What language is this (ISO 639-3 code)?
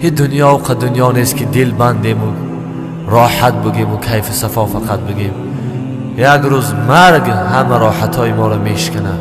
tgk